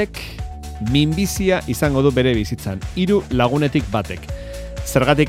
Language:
Basque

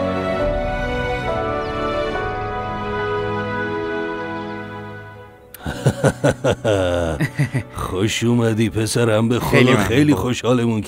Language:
Persian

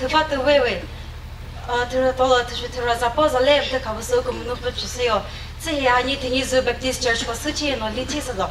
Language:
Chokri Naga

